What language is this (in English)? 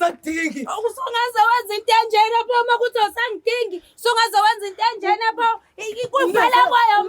Zulu